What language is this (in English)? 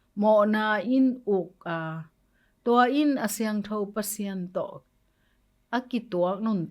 Tedim Chin